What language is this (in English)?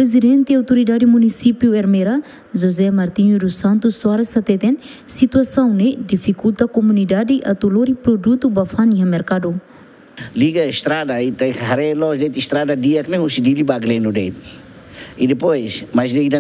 Tetum